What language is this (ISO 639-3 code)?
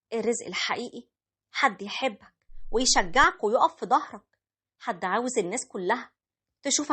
arz